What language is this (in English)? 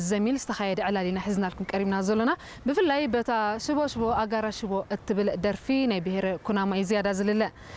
Tigrinya